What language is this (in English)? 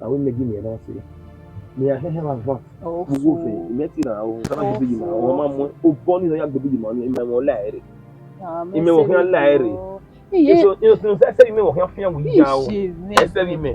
Bini